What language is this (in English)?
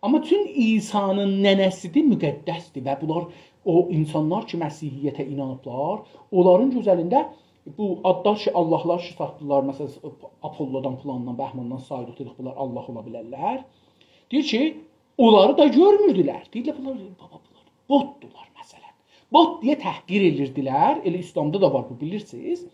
South Azerbaijani